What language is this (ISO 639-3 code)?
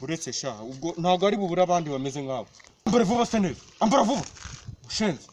kin